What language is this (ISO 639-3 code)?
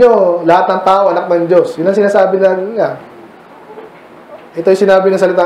fil